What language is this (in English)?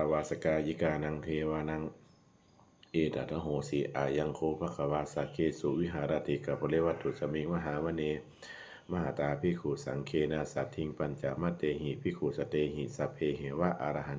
Pali